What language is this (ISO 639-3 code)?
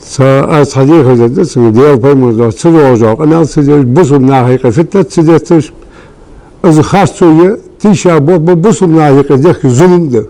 inh